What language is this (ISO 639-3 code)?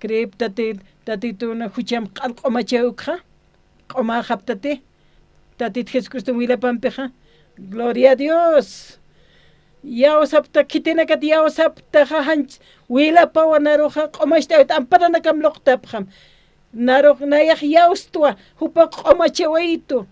aym